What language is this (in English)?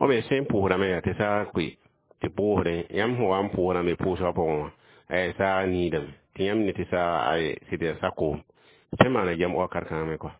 Mossi